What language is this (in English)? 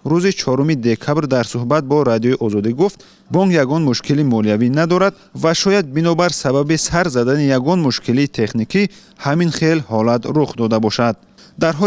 Tajik